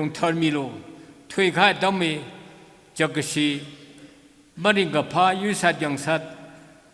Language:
Tangkhul Naga (India)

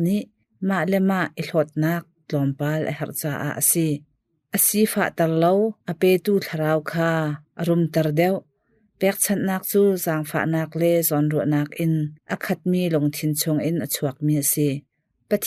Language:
Hakha Chin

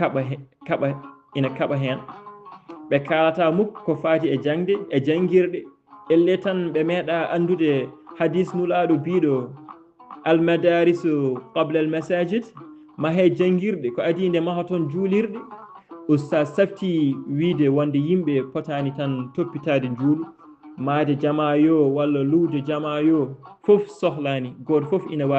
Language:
Fula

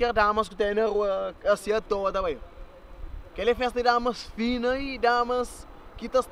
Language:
Kabuverdianu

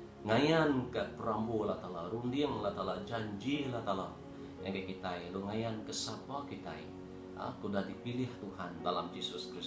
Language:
Iban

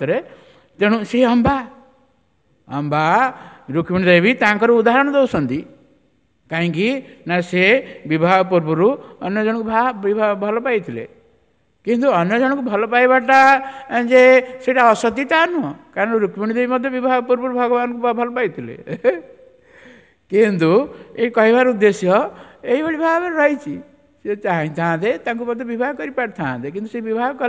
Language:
Odia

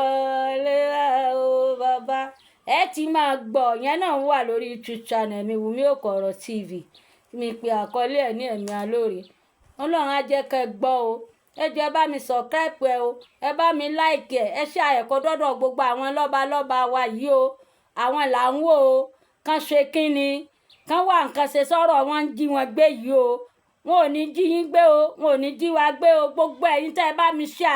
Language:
Yoruba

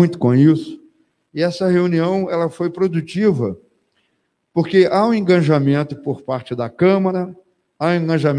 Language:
Portuguese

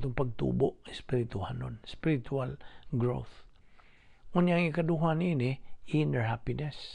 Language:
Cebuano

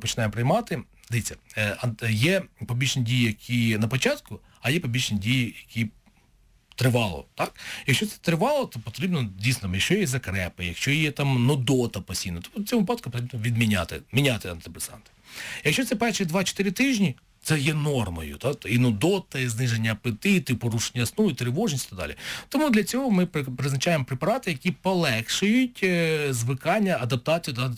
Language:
Ukrainian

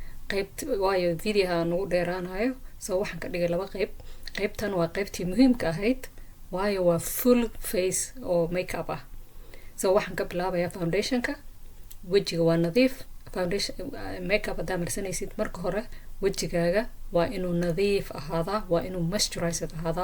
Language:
Somali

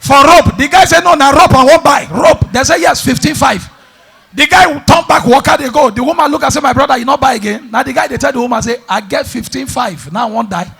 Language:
Nigerian Pidgin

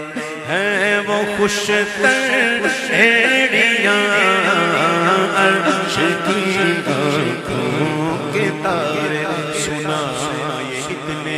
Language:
Urdu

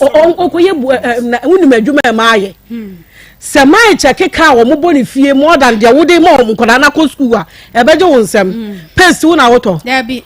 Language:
Akan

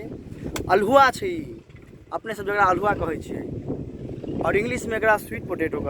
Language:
Maithili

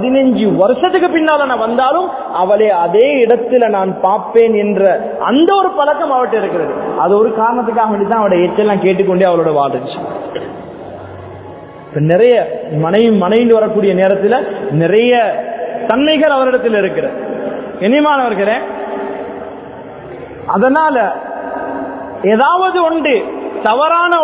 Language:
Tamil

